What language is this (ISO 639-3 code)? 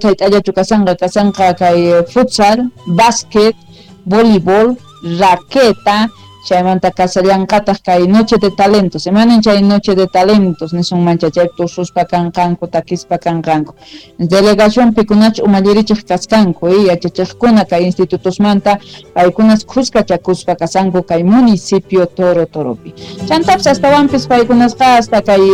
quh